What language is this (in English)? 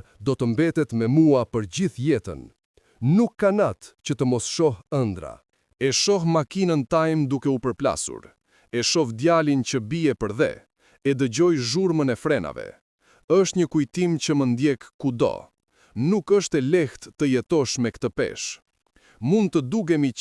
Albanian